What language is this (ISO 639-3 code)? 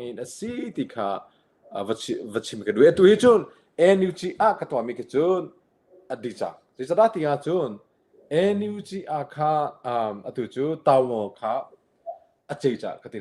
cnh